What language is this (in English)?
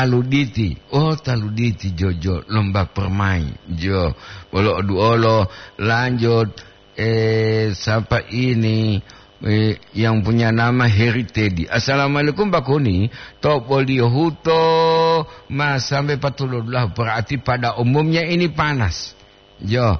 Gorontalo